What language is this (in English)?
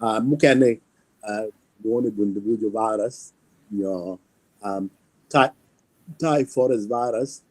Acoli